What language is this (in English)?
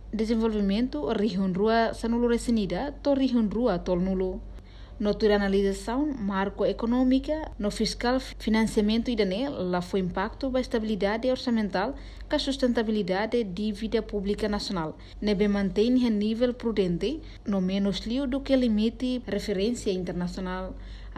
Tetum